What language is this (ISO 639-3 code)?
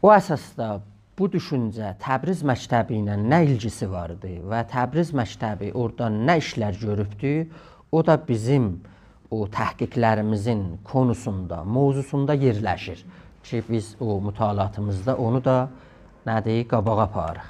azb